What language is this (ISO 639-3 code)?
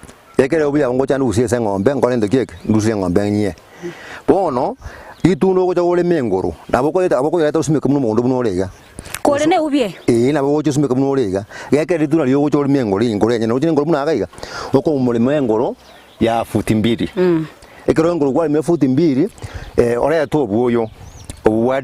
guz